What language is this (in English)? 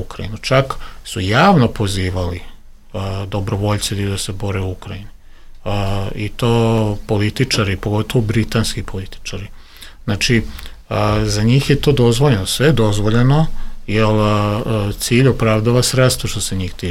Serbian